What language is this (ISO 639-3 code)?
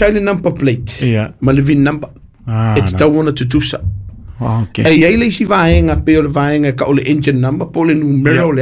smo